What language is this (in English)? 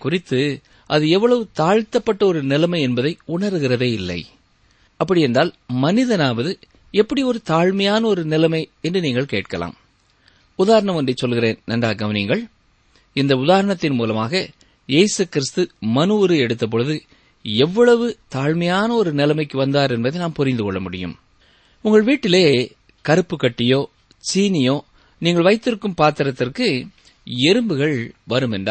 Tamil